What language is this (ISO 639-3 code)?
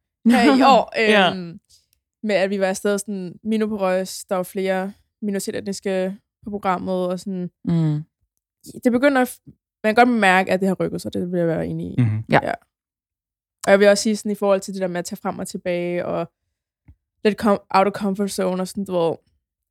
dan